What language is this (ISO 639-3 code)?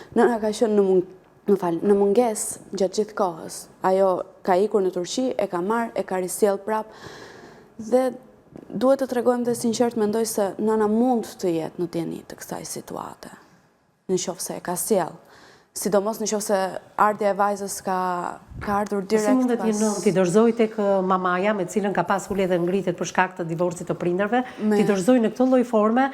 sqi